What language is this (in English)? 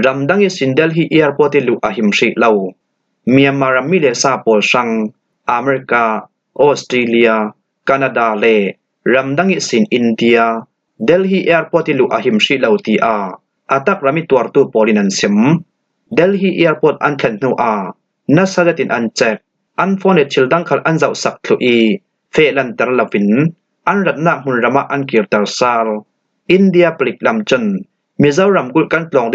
Falam Chin